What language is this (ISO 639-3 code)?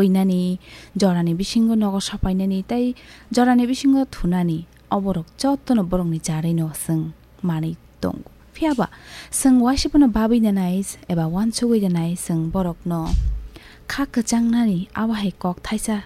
trp